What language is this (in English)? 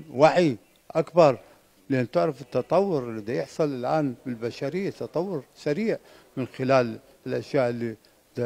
Mesopotamian Arabic